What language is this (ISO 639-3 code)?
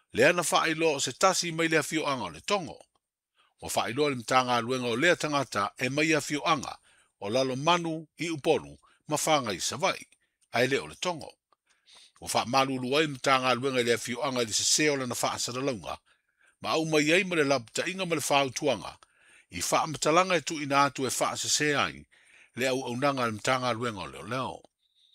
smo